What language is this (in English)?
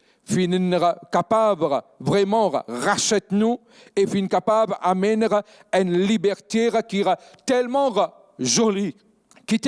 Morisyen